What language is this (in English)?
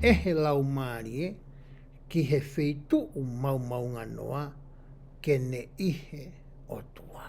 Tongan